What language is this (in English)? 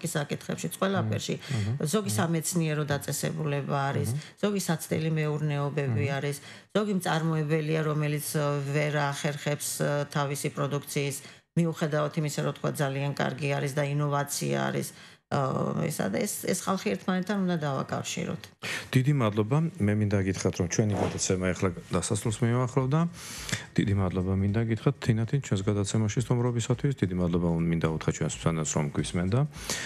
Georgian